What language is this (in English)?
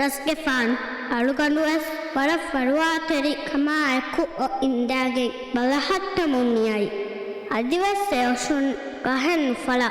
Divehi